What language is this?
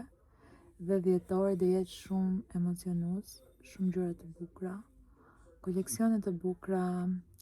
Albanian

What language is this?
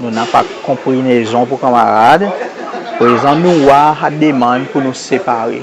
Seselwa Creole French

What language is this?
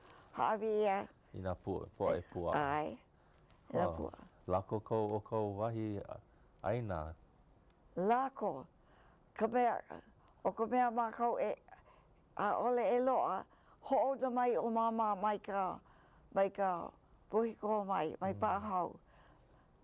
Hawaiian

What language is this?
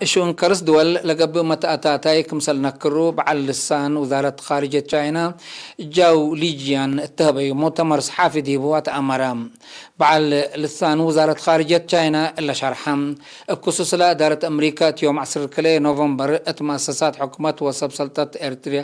Tigre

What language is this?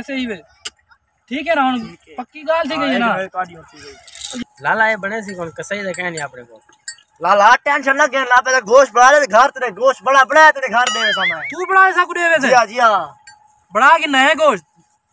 Saraiki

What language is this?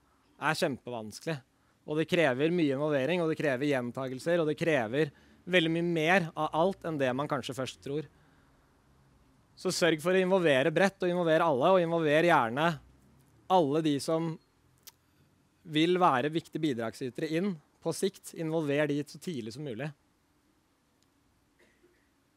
Norwegian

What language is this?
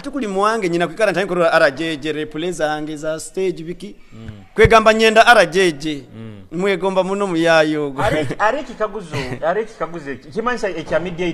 Nyoro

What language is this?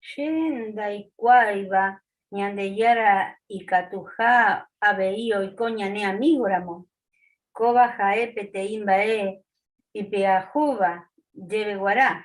Guarani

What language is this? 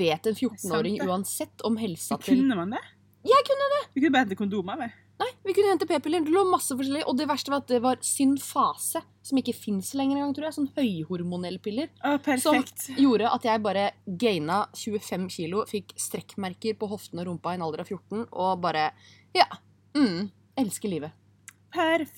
Norwegian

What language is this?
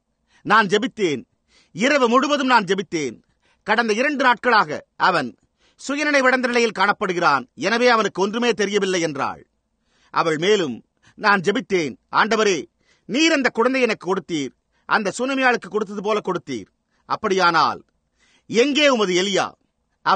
Tamil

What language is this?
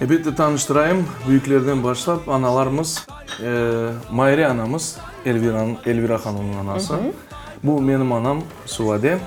Crimean Tatar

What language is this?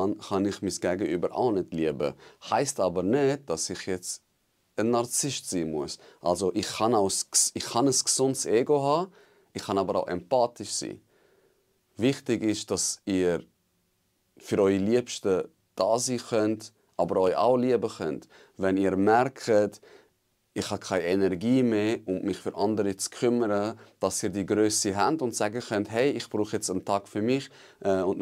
Swiss German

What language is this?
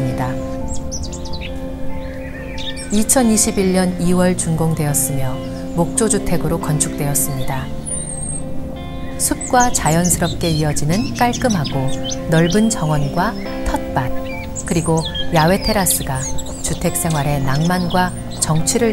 Korean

